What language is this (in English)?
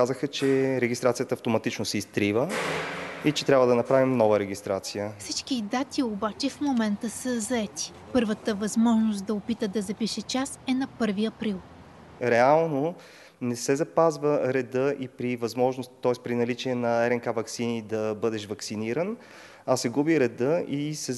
Bulgarian